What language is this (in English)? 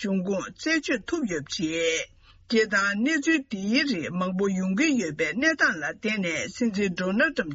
Tibetan